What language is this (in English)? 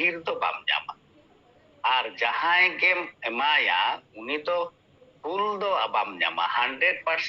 Santali